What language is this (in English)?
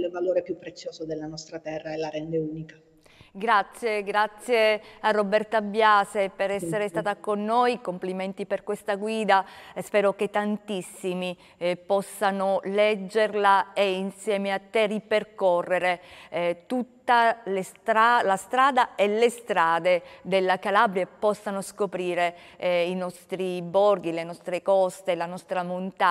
Italian